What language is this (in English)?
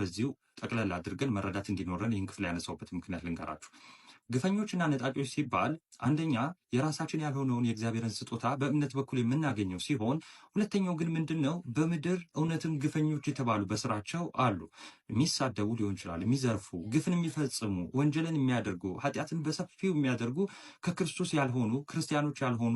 Amharic